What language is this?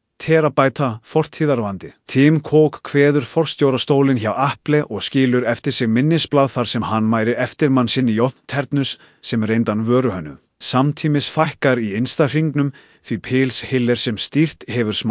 Icelandic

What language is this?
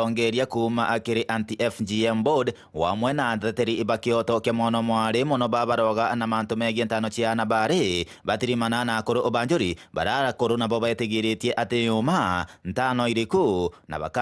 Meru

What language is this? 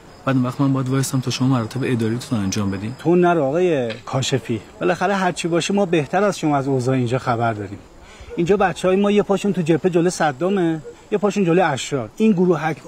Persian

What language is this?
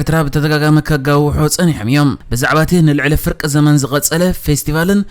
Tigrinya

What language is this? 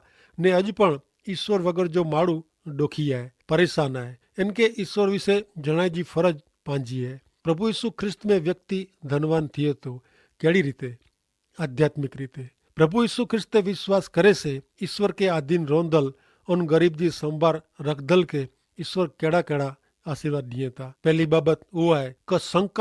Kachhi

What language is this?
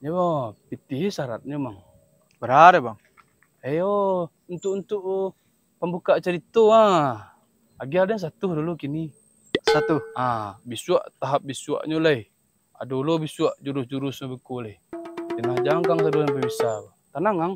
Minangkabau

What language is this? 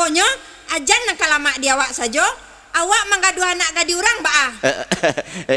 Minangkabau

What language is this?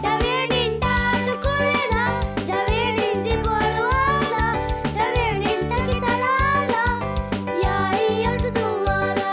Divehi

